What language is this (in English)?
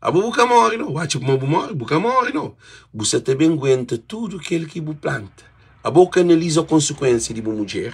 Kabuverdianu